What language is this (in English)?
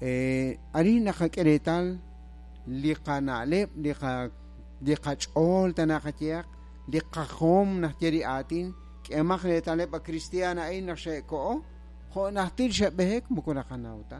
Kekchí